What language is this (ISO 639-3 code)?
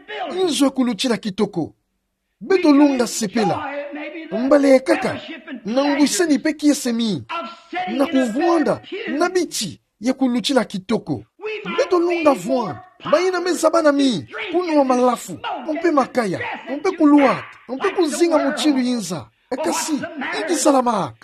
ktu